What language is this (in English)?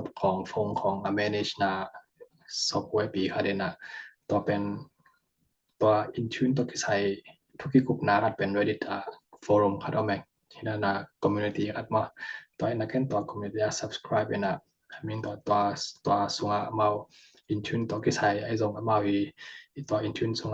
Tedim Chin